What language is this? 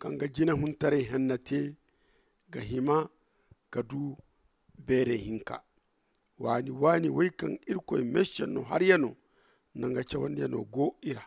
Zarma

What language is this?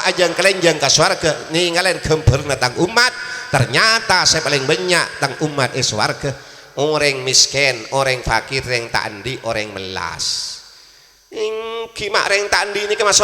Madurese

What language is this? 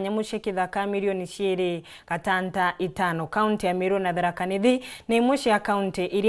Meru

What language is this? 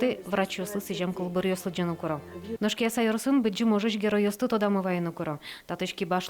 Udmurt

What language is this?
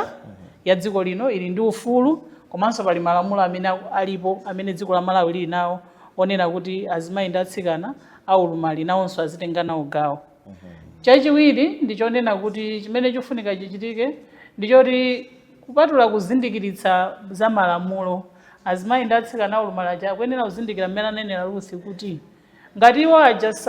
Nyanja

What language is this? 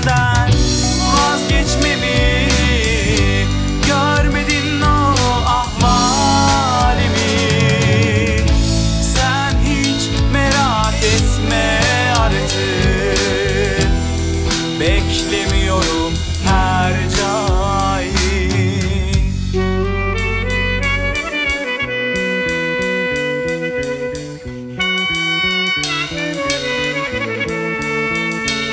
Turkish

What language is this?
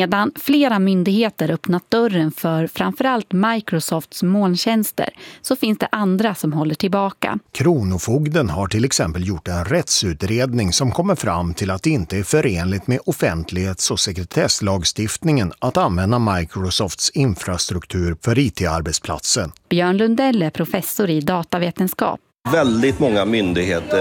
Swedish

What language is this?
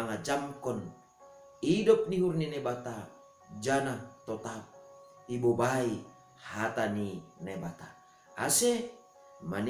Batak Simalungun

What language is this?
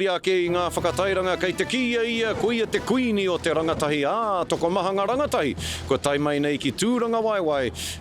Māori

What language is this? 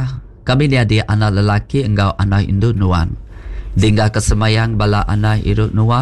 Iban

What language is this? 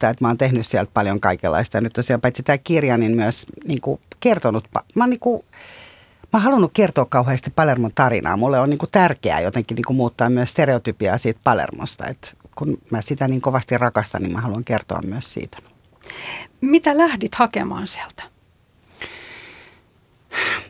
Finnish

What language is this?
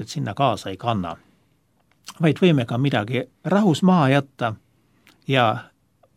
Estonian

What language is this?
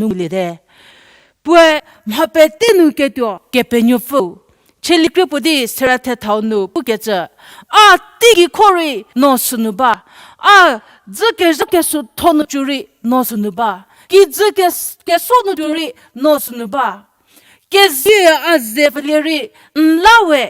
Angami Naga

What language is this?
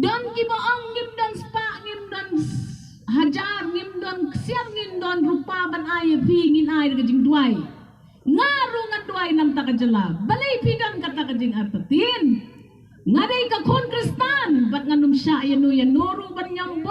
Khasi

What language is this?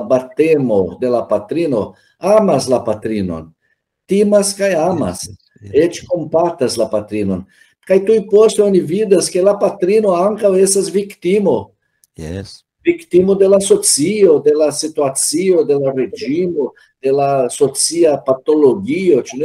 Esperanto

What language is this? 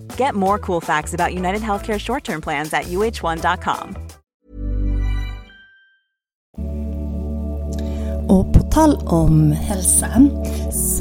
Swedish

